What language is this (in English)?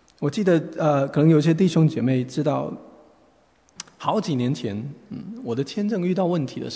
Chinese